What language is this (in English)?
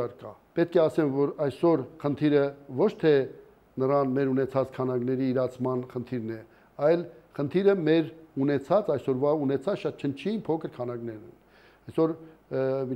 Armenian